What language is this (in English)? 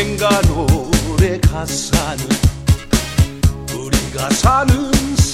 Korean